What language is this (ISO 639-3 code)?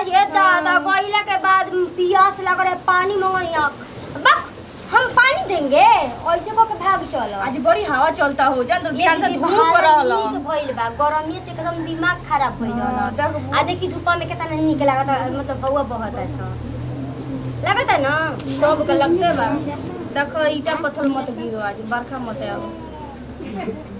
bho